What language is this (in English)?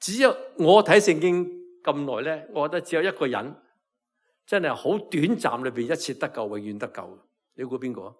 Cantonese